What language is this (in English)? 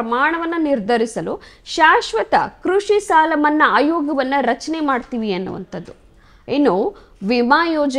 Kannada